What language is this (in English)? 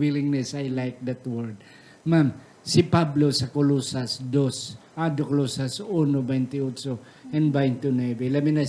Hiligaynon